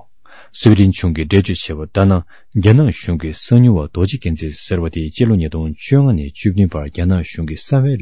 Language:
Tibetan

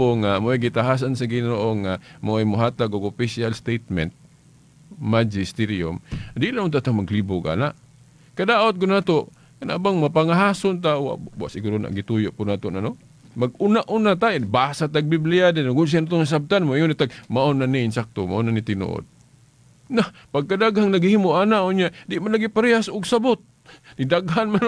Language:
Cebuano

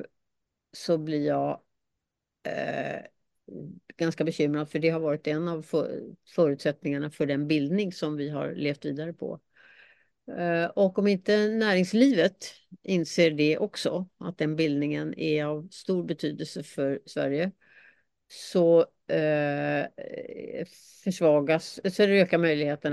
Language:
Swedish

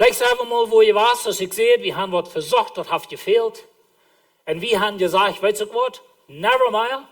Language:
Plautdietsch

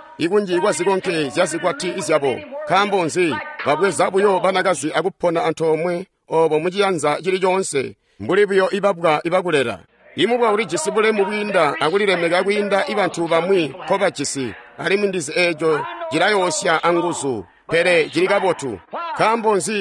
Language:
Tonga (Zambia)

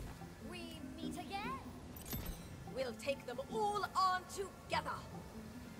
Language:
Chinese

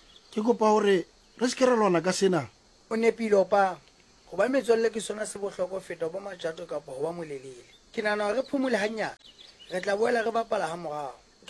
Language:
Southern Sotho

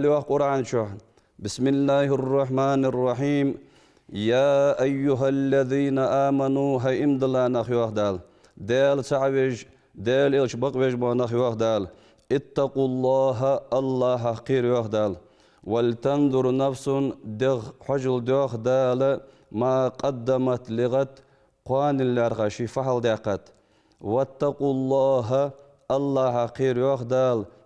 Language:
Ingush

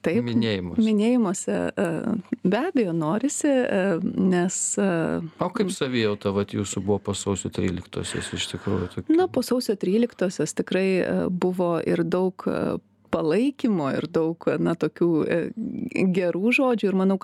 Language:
Lithuanian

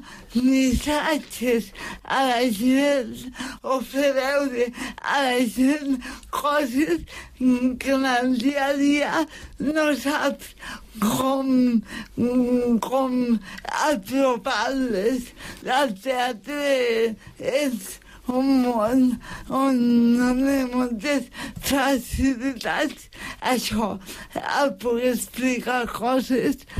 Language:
Catalan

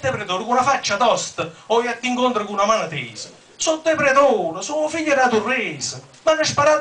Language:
Neapolitan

